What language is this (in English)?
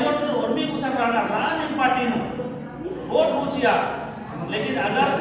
Kurukh